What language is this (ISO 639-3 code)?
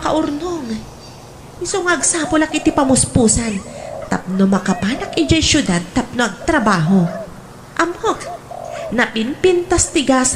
ilo